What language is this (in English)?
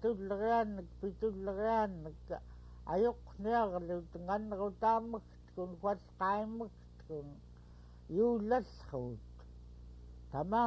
Central Yupik